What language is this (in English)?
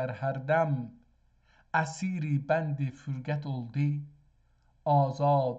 South Azerbaijani